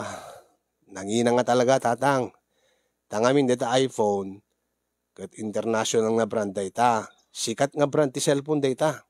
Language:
Iloko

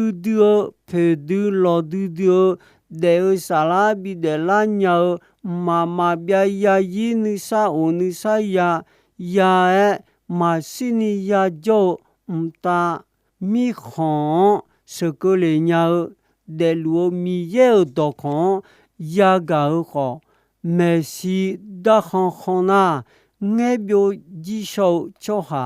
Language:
Akha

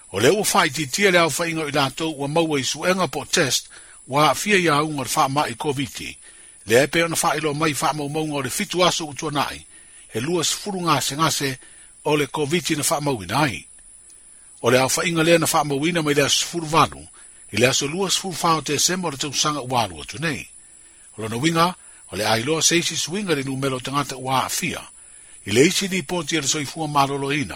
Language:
Samoan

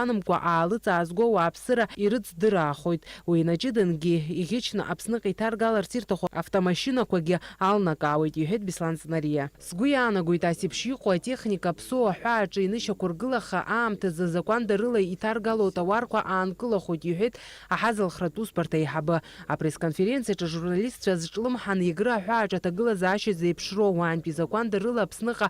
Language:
Abkhazian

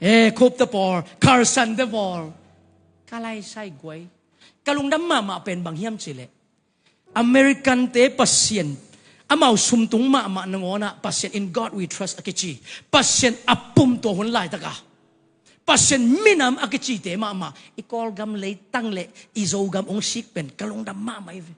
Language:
Tedim Chin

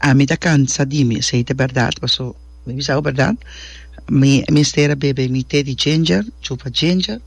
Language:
Papiamento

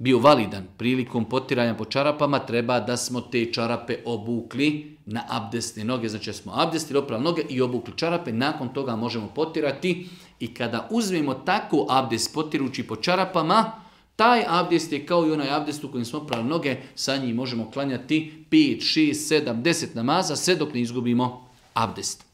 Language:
Bosnian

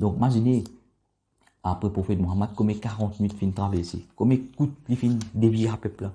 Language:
Morisyen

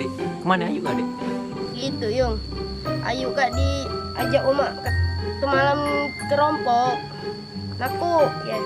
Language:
Musi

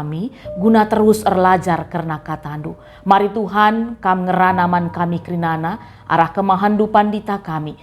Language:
Batak Karo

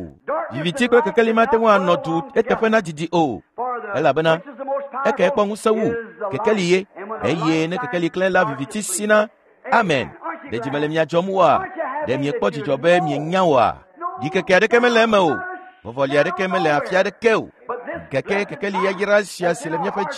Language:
Ewe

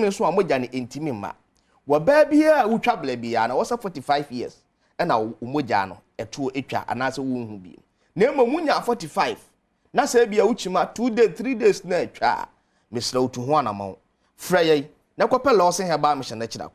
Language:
Akan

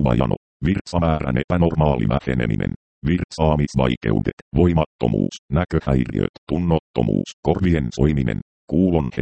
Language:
Finnish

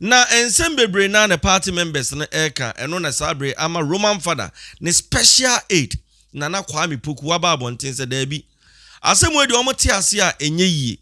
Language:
Akan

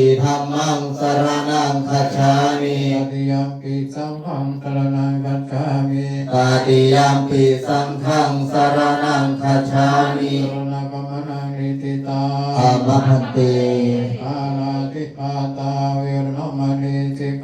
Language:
Pali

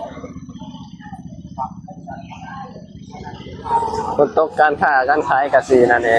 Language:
Lao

